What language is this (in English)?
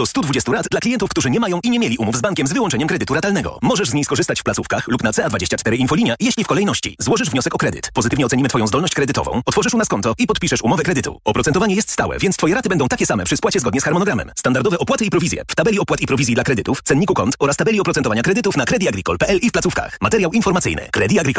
Polish